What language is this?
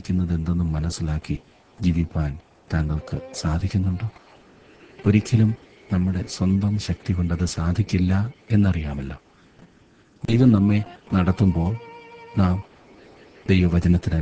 Malayalam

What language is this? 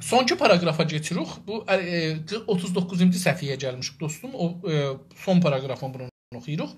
South Azerbaijani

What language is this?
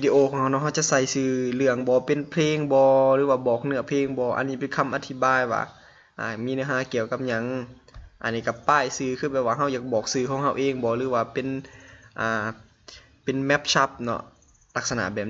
Lao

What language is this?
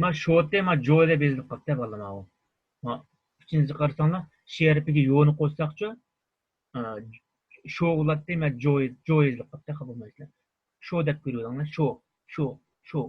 Uyghur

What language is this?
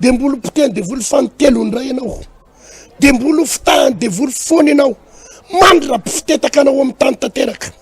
Malagasy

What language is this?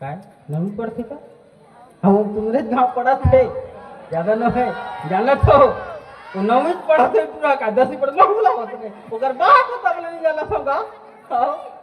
Chhattisgarhi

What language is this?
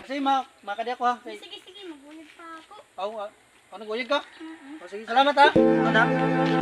Waray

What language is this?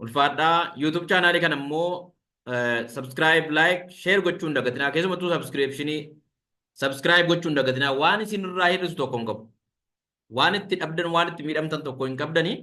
Oromo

